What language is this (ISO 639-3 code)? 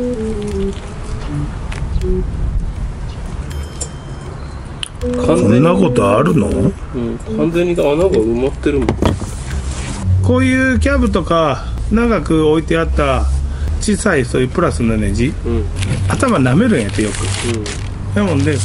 jpn